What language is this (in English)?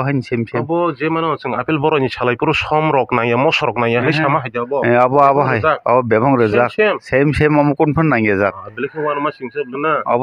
Kok Borok